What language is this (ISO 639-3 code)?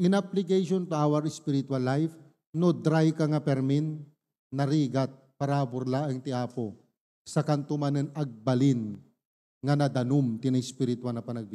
ilo